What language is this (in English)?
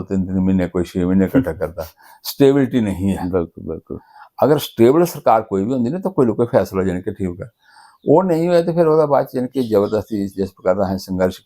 Dogri